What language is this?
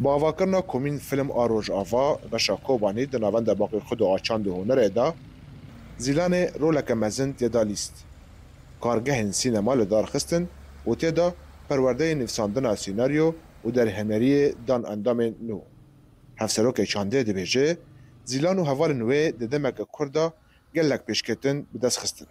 Kurdish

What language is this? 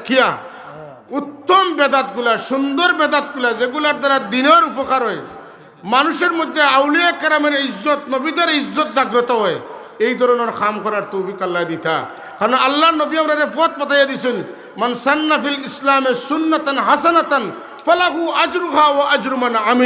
Sylheti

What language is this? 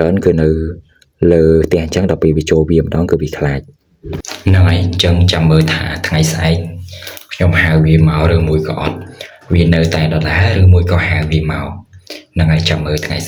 Khmer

